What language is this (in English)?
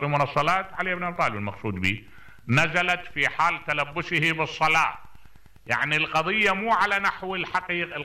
Mesopotamian Arabic